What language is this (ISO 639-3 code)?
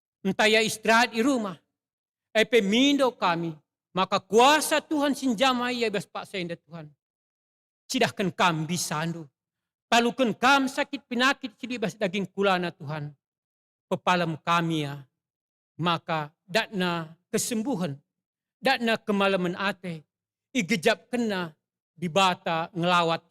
btx